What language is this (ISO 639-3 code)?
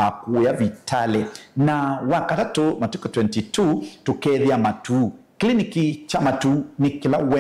kam